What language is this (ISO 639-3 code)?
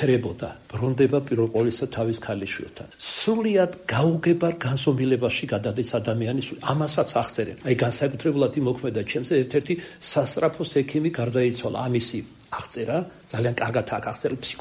kat